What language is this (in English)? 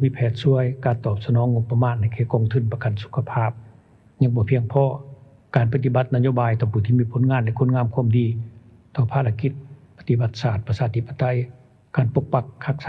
Lao